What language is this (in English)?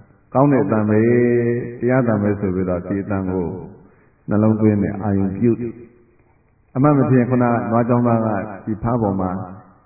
Burmese